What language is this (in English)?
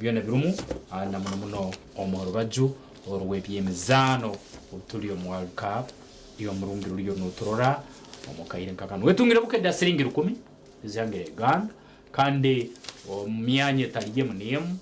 Nyankole